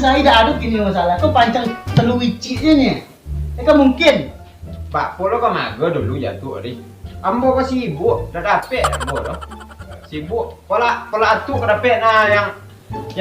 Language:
Minangkabau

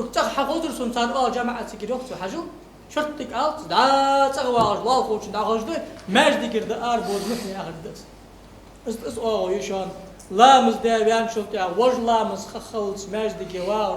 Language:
Ingush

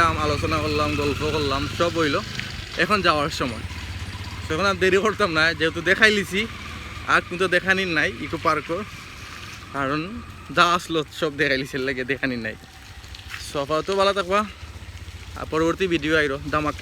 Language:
Sylheti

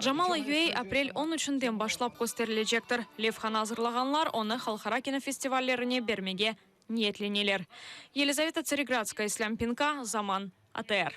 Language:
Crimean Tatar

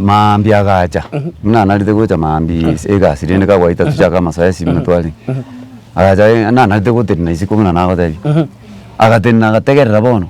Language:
Gusii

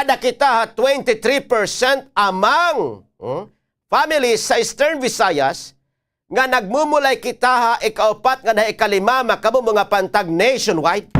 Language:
Waray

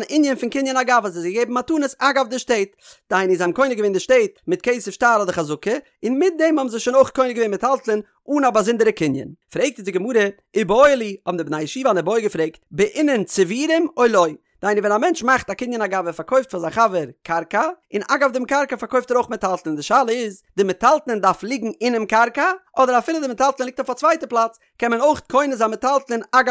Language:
Yiddish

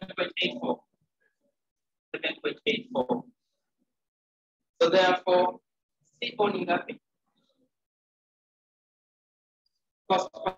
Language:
Swahili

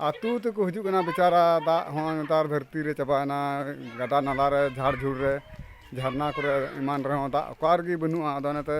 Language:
Santali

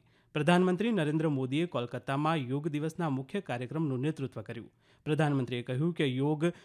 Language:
Gujarati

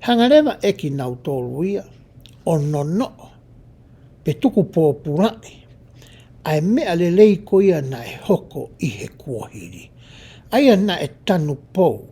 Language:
Tongan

